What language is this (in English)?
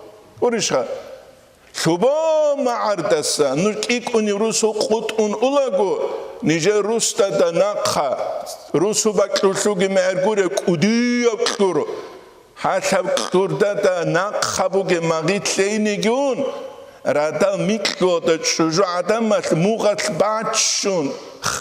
Avaric